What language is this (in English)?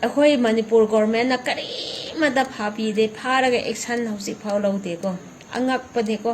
Manipuri